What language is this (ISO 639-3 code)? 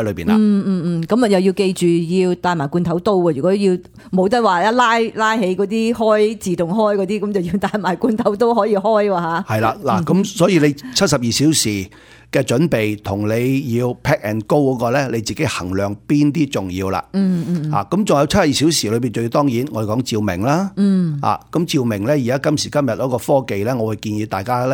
yue